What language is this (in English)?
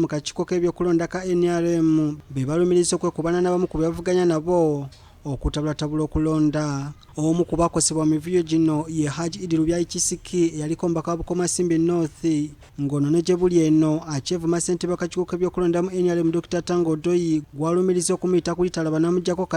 Ganda